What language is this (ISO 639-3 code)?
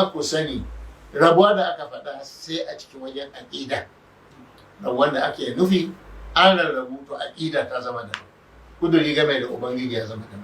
hau